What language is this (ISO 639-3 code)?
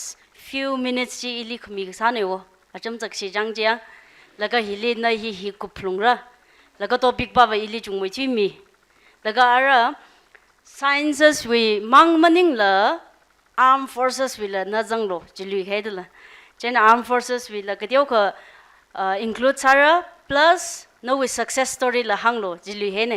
nmf